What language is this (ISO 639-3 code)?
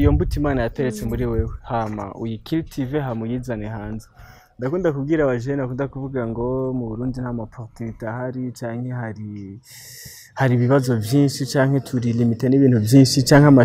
run